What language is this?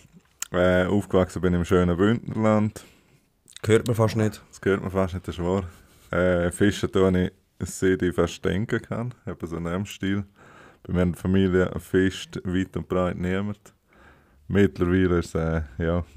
Swiss German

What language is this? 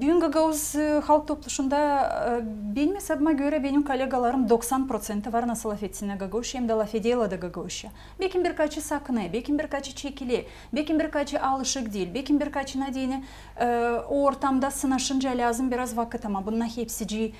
Gagauz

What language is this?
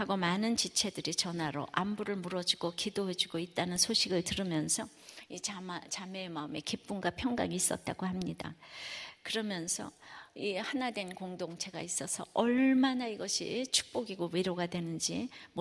Korean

